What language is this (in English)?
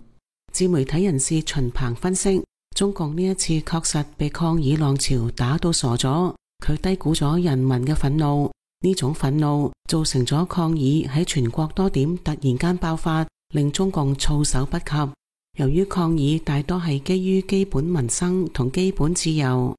Cantonese